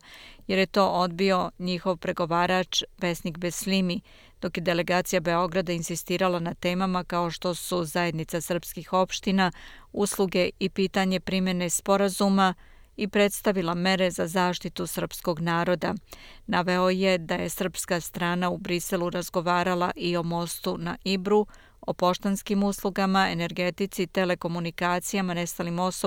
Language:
Serbian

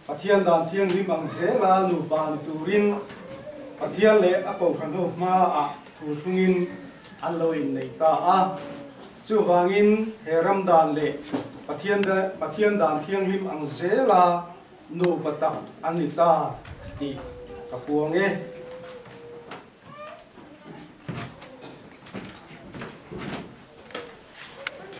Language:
Mizo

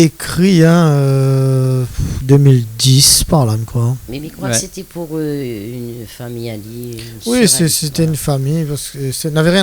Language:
Réunion Creole French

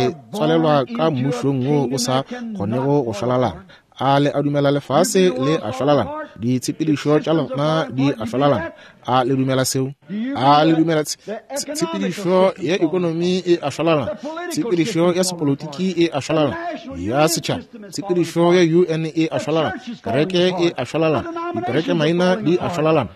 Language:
Northern Sotho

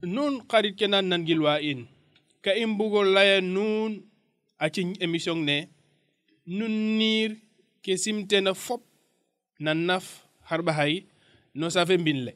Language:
Serer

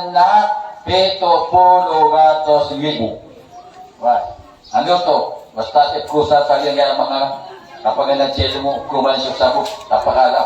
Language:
Maranao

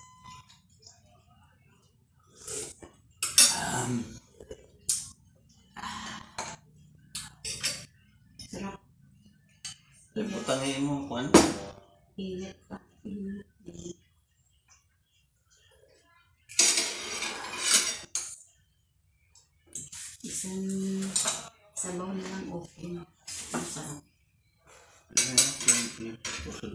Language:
Filipino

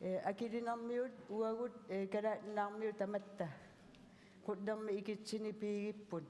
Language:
Kalaallisut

